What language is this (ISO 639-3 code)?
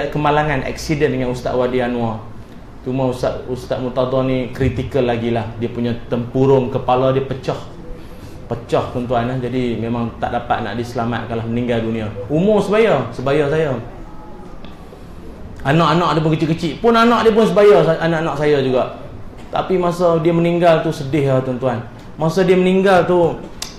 msa